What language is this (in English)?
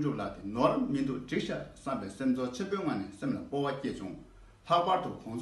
Tibetan